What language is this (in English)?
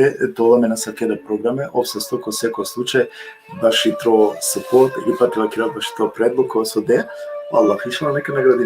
Balkan Romani